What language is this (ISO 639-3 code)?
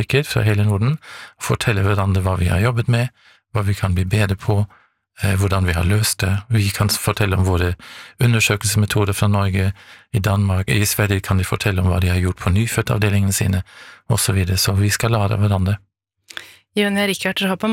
nor